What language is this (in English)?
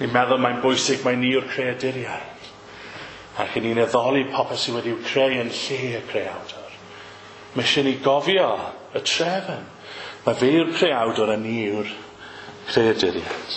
Welsh